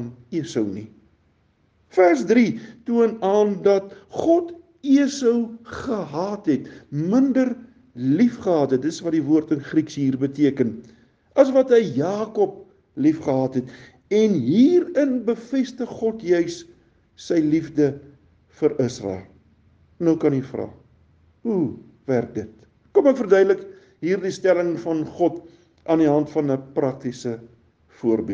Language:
Afrikaans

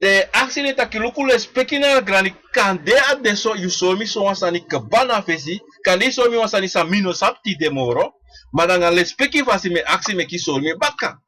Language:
Sranan Tongo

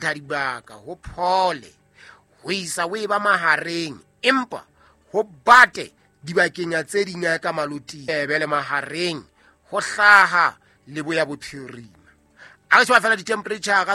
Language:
Southern Sotho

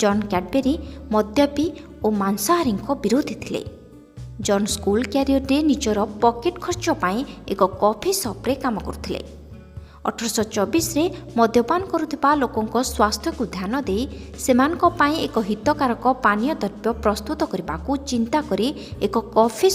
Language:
Odia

